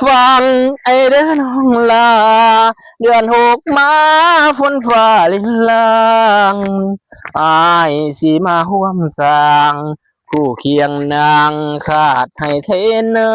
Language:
Lao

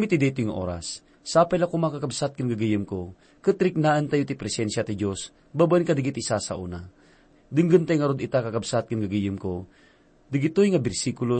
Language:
Iloko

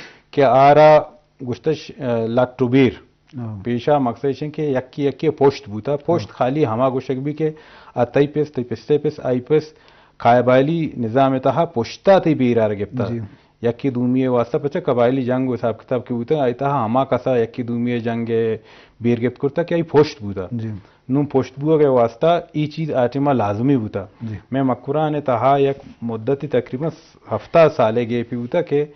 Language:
Eastern Balochi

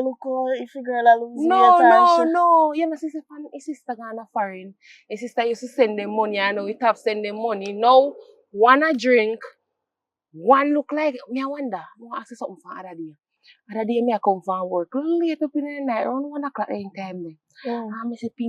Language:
Jamaican Creole English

